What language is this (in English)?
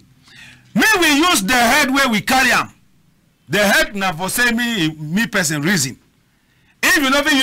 Cameroon Pidgin